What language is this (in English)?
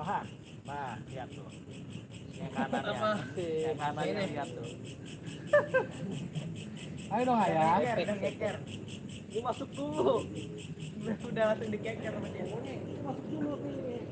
Betawi